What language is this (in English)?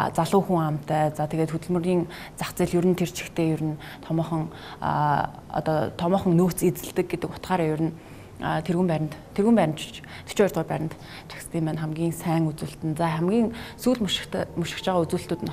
Mongolian